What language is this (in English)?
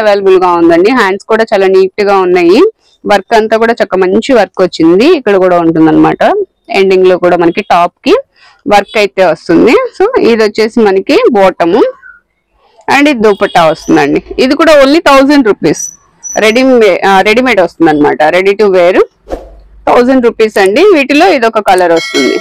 Telugu